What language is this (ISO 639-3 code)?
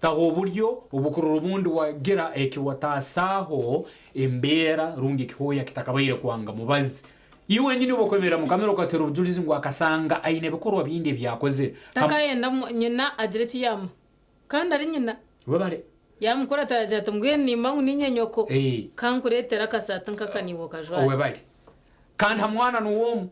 nyn